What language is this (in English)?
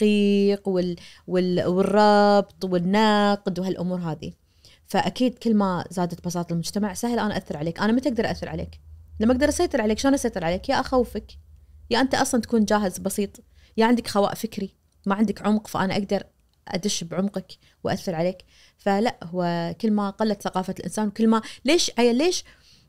Najdi Arabic